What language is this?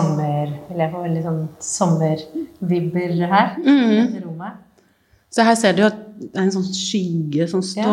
Norwegian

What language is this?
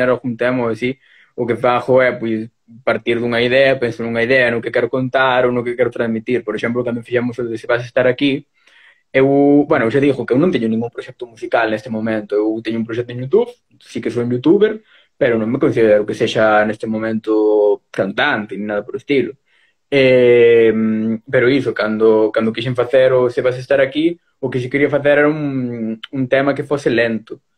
Galician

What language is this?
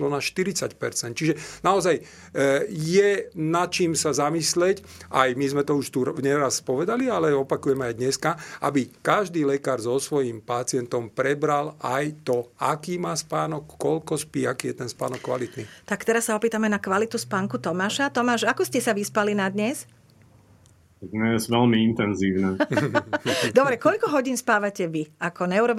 Slovak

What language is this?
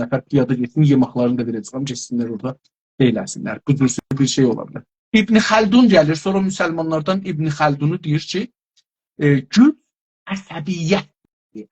South Azerbaijani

